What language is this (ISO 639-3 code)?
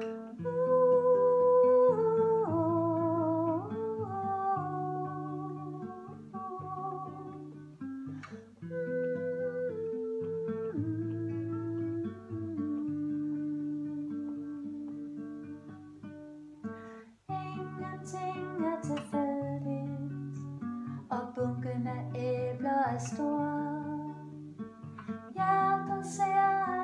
dan